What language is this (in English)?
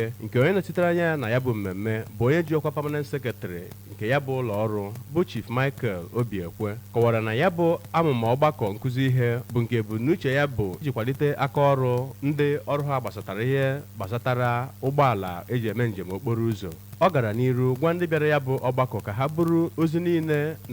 Igbo